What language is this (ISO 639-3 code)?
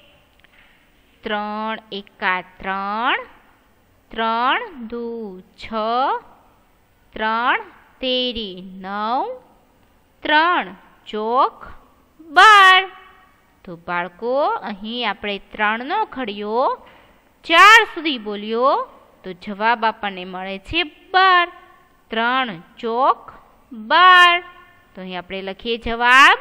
guj